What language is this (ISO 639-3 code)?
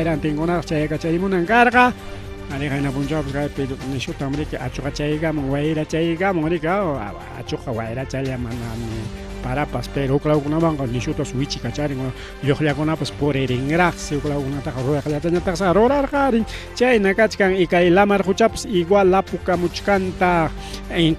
quy